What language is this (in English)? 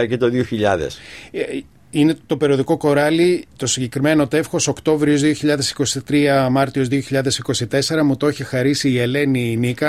Greek